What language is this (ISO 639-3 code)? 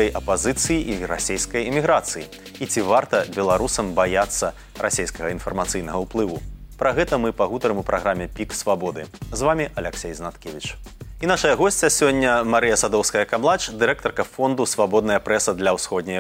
bel